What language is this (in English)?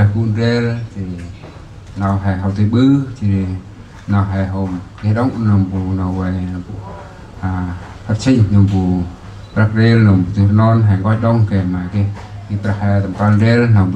Central Mnong